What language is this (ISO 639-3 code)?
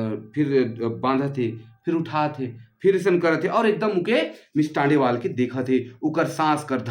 sck